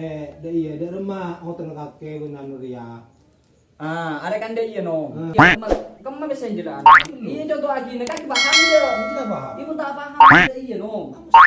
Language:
Madurese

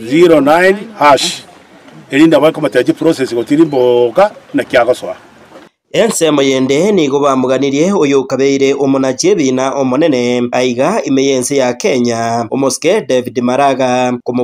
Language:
Gusii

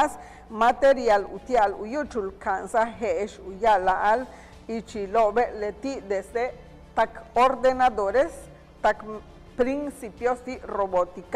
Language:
Yucateco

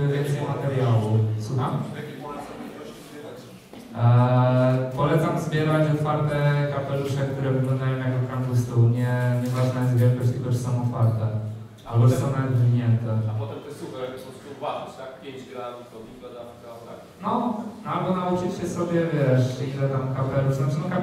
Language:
Polish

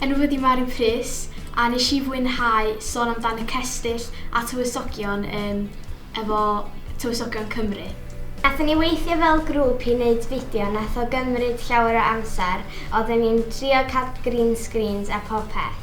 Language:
Welsh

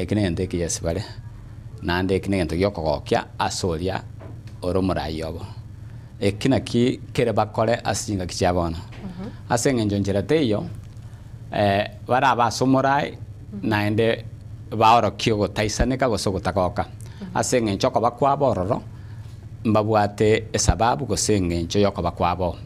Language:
Gusii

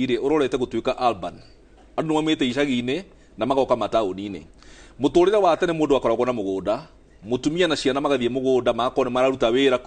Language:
Kikuyu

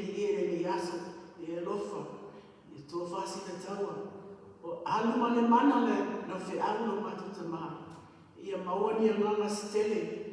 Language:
Samoan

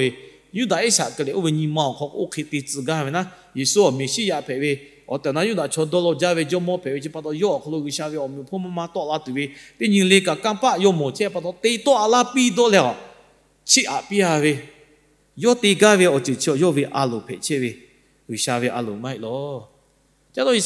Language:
Lahu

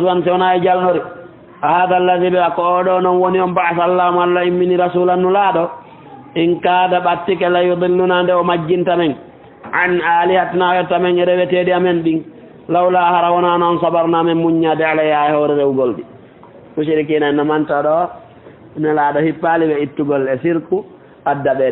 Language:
Fula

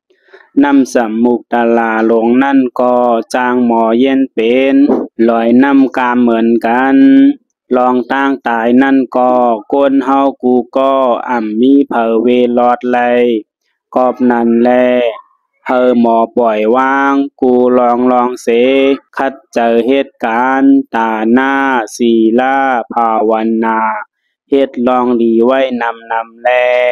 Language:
Shan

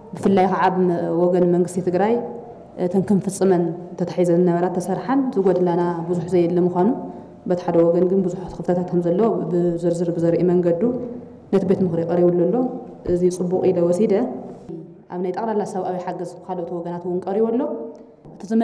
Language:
Tigrinya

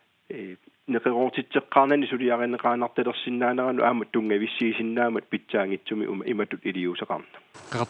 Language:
Kalaallisut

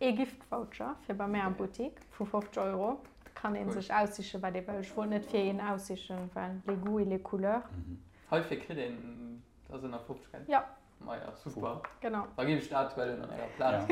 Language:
Luxembourgish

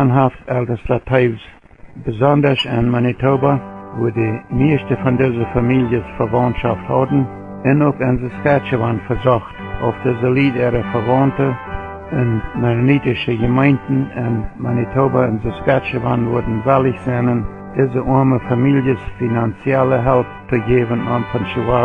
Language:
Plautdietsch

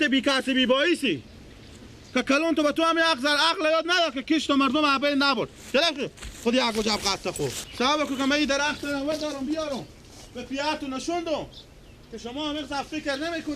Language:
Persian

